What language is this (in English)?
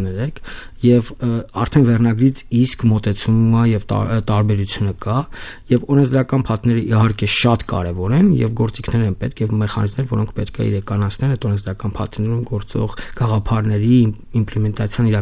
Armenian